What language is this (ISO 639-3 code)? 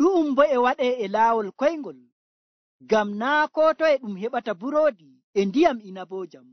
fuv